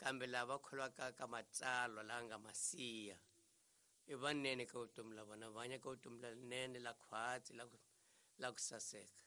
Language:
Tsonga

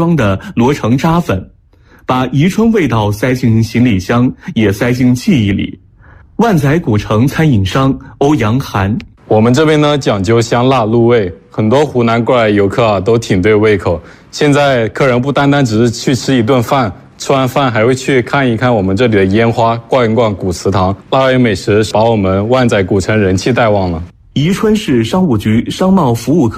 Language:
Chinese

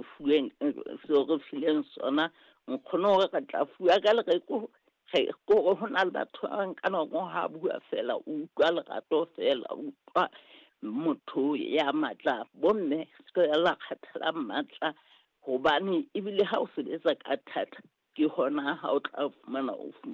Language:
Southern Sotho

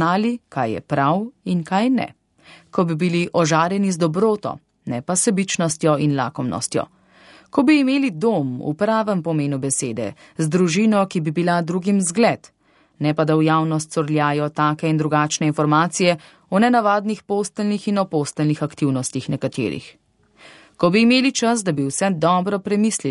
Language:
Slovenian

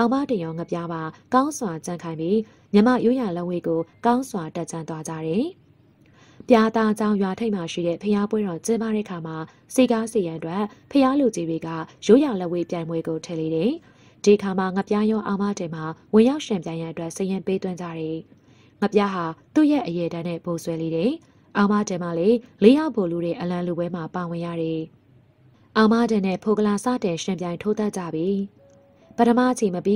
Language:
Burmese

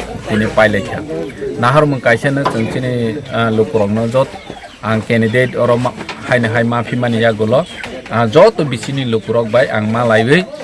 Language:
Kok Borok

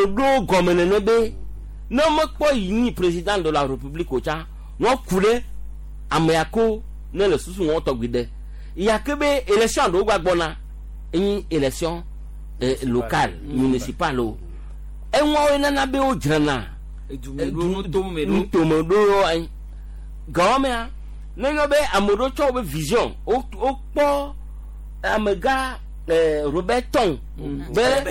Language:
Gen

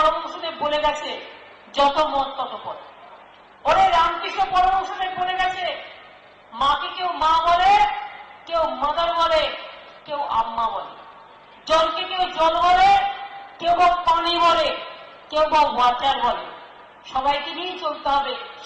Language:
Bangla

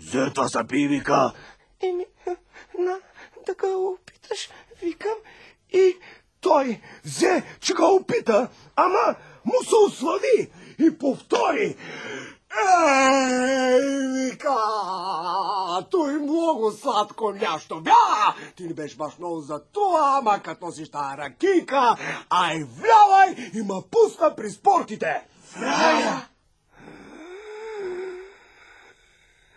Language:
Bulgarian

